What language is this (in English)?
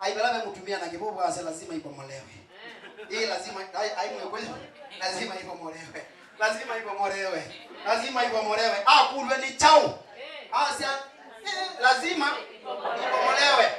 Kamba